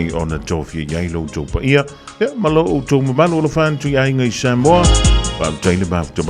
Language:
Samoan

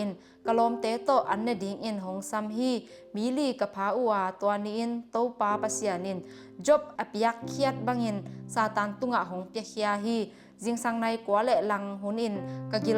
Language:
Tedim Chin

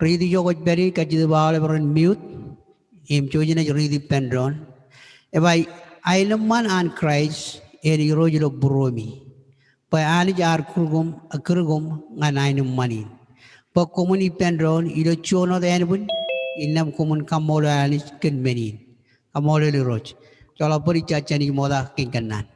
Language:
Marshallese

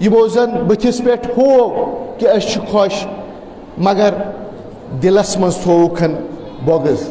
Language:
Kashmiri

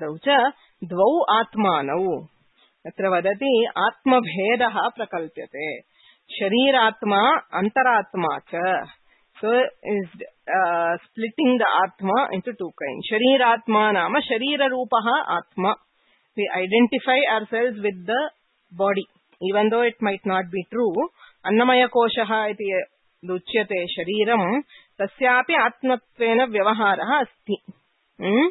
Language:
Sanskrit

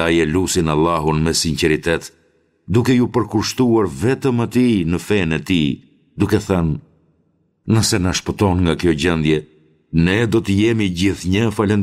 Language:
Albanian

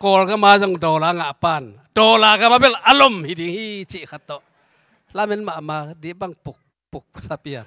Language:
Tedim Chin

